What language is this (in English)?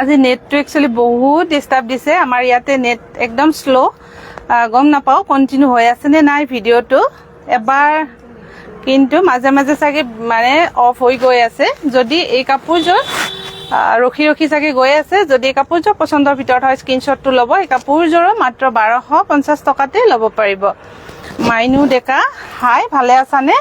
Assamese